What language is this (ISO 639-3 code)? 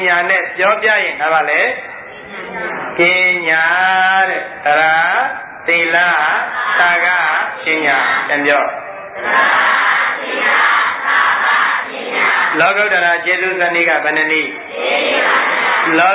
mya